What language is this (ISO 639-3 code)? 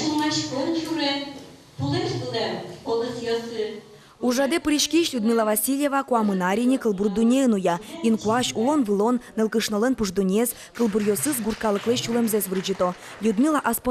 udm